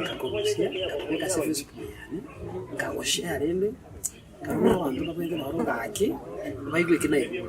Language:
Gusii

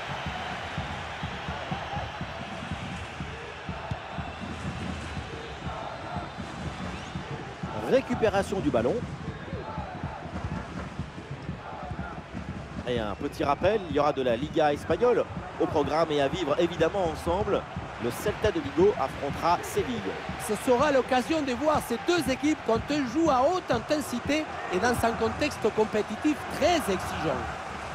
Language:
French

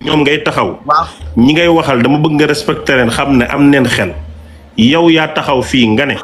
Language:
Wolof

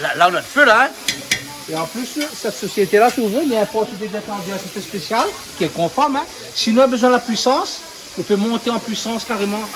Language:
Réunion Creole French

